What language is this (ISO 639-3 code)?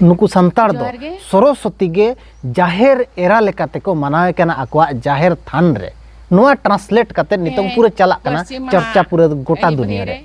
sat